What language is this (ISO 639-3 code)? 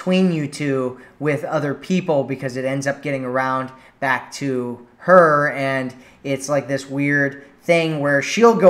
eng